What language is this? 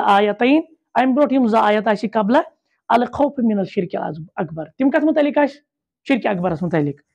Kashmiri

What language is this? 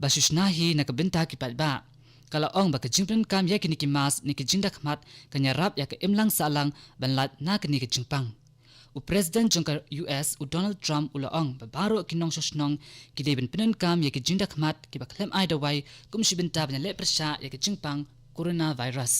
Khasi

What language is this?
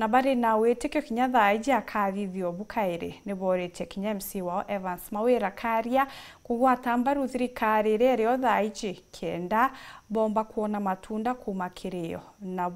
Meru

